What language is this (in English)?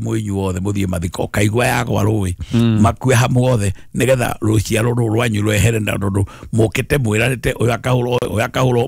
Kikuyu